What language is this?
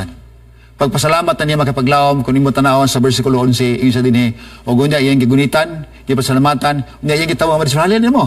Cebuano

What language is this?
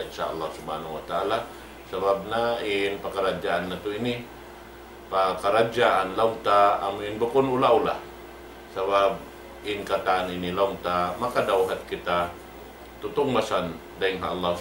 Tausug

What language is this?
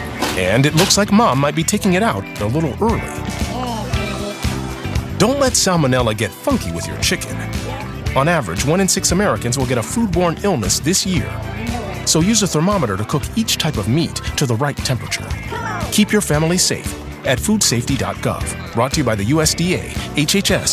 English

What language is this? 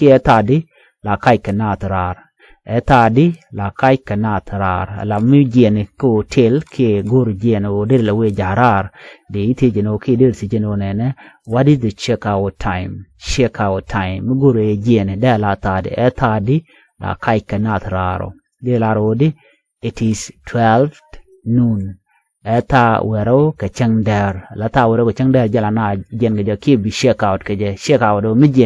Nuer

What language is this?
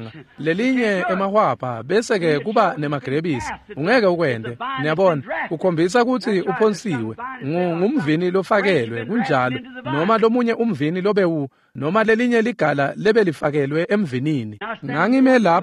Swati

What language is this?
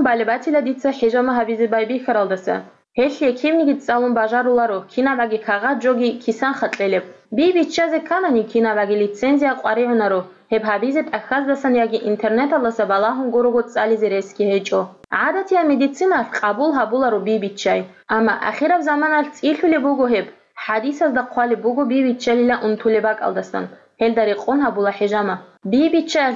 Avaric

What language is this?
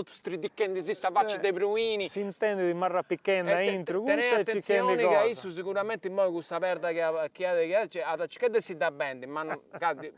Sardinian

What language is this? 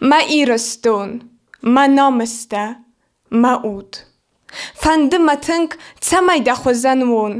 Ossetic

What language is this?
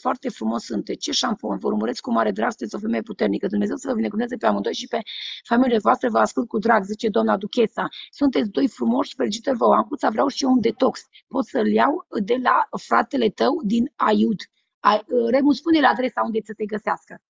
Romanian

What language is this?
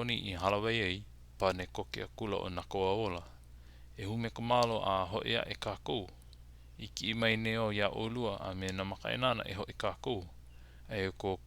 Hawaiian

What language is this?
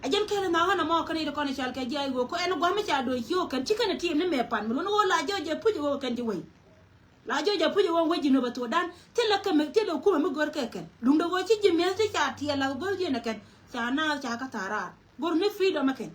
Nuer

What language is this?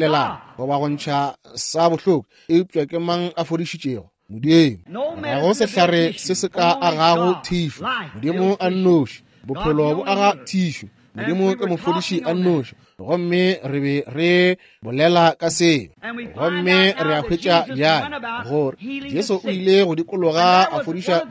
Northern Sotho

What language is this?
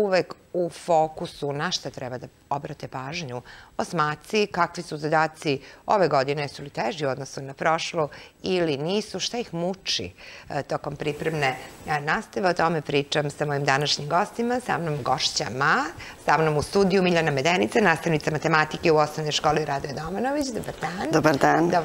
Serbian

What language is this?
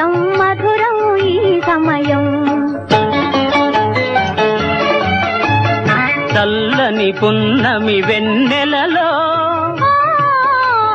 Telugu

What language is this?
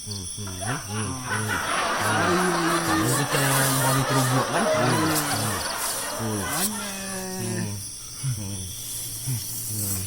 Minangkabau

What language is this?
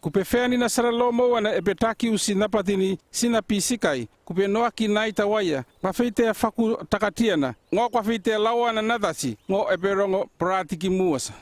North Efate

